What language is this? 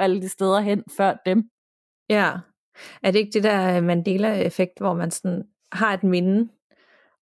Danish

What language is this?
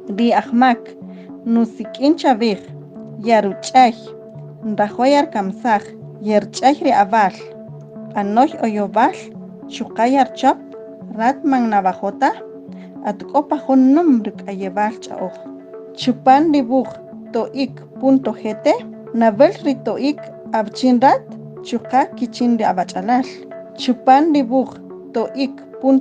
Kaqchikel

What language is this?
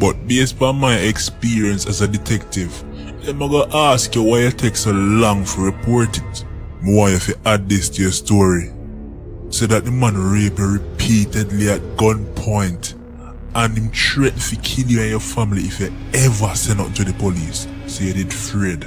Jamaican Creole English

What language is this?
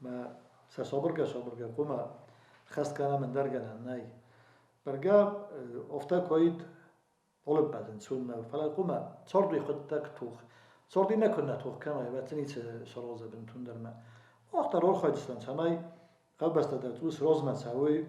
Ossetic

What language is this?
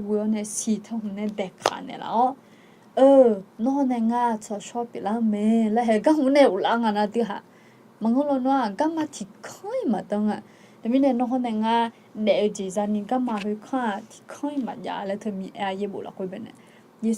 Akha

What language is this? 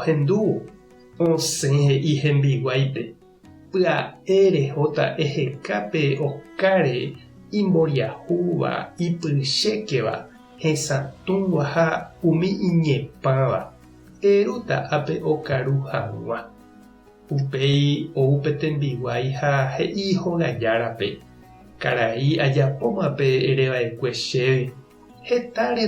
Guarani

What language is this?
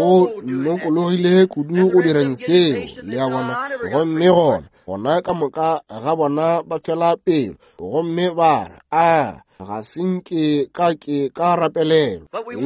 Northern Sotho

